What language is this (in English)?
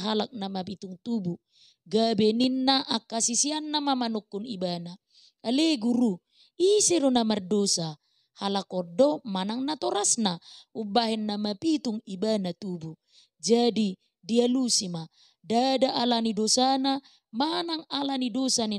Batak Toba